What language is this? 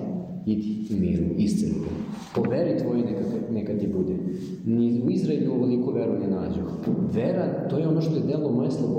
Serbian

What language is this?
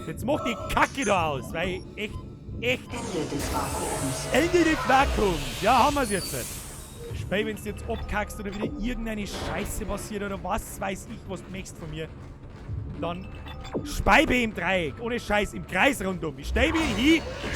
Bavarian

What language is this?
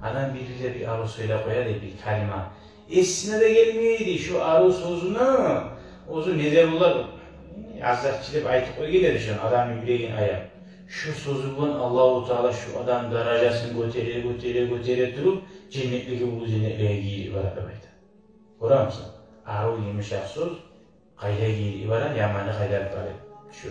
Kumyk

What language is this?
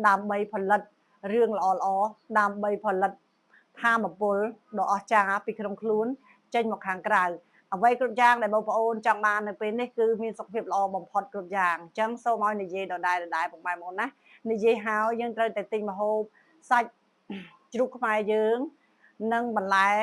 Khmer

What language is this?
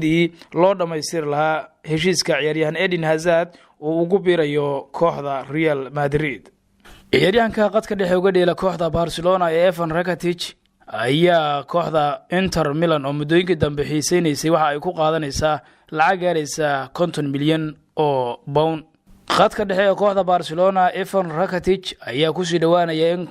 Somali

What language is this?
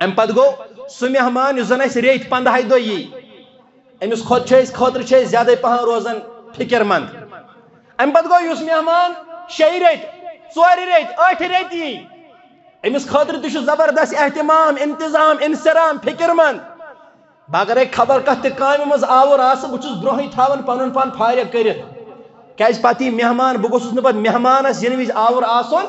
Kashmiri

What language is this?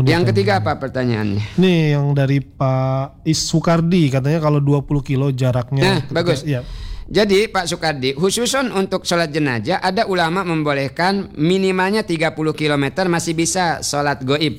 Indonesian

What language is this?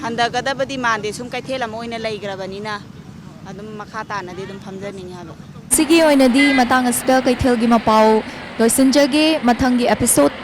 Manipuri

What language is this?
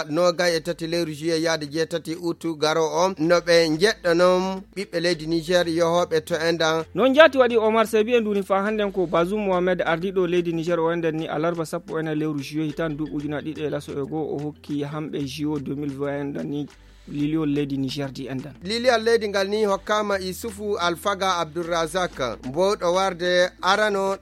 Fula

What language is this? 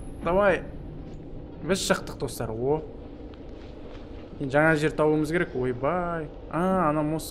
Kazakh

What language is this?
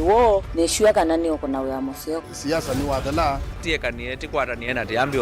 Kamba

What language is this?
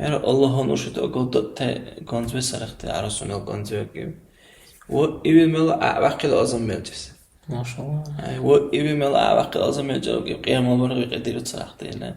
Dargwa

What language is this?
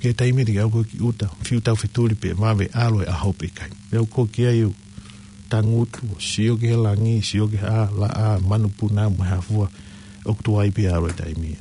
Tongan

